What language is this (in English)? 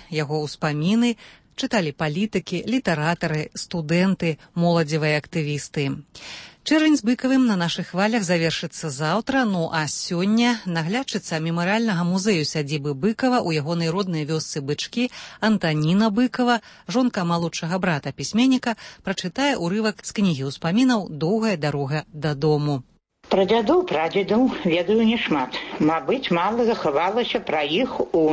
Belarusian